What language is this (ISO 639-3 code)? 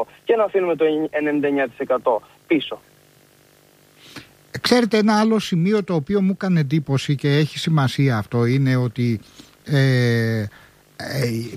ell